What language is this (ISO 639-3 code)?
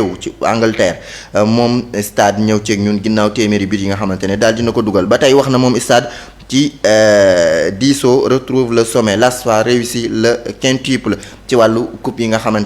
wol